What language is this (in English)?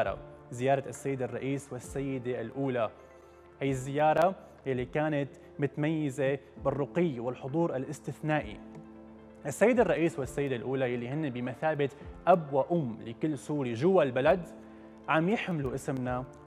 North Levantine Arabic